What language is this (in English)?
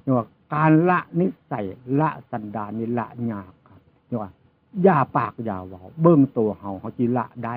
Northeastern Thai